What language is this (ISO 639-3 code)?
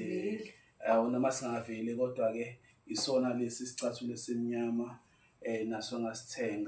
zul